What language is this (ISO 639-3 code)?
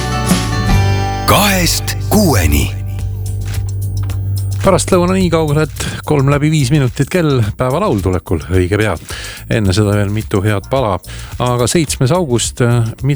est